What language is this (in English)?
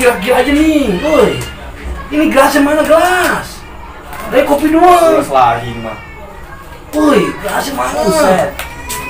Betawi